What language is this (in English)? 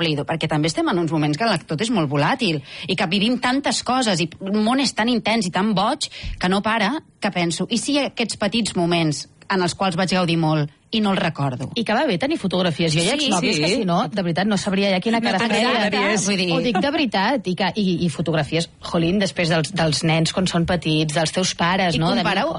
Catalan